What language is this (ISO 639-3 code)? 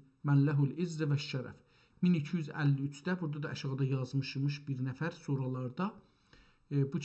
azb